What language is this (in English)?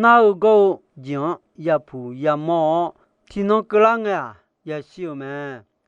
Akha